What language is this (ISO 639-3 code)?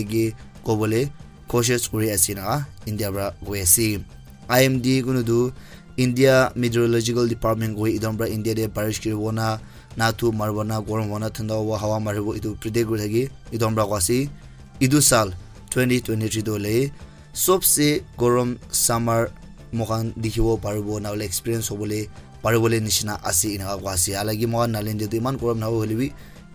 nag